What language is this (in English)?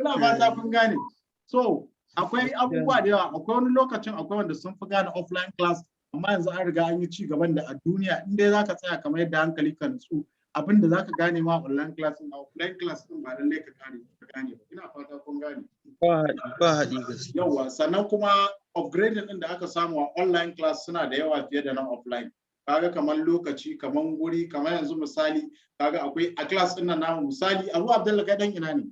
Hausa